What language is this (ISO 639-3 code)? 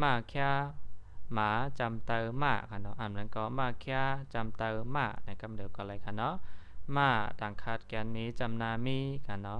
shn